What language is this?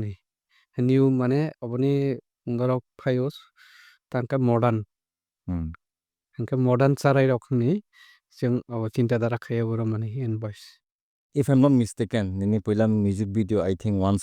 Kok Borok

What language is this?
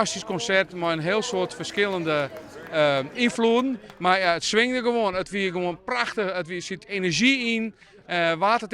Western Frisian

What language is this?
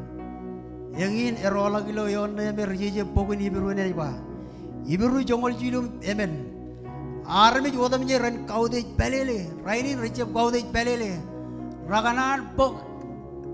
Marshallese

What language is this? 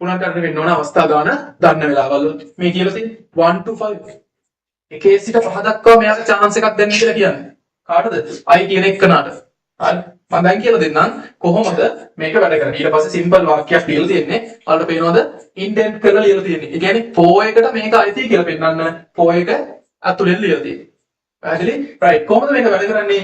Sinhala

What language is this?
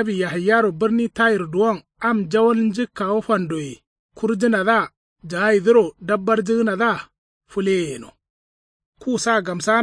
Kanuri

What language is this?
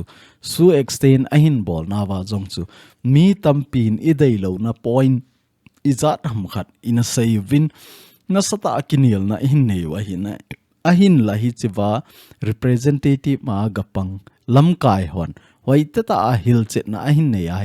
Thado Chin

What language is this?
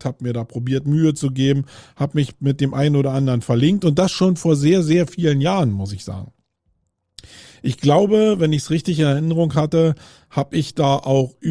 German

